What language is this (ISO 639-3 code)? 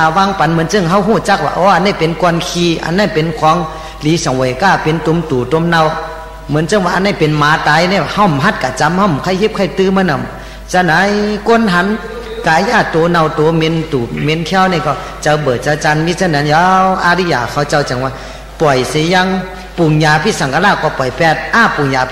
shn